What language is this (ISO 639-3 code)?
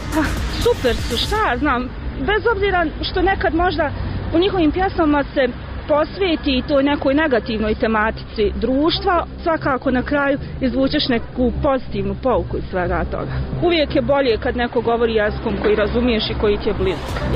bos